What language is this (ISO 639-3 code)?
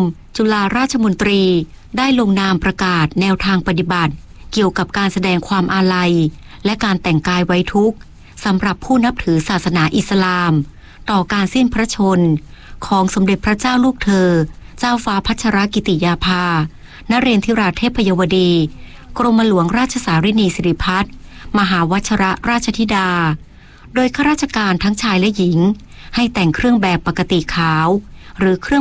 tha